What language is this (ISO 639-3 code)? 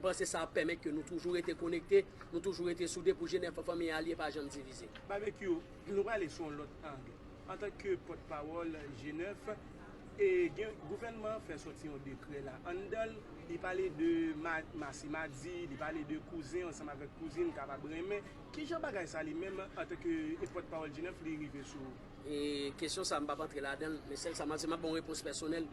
hat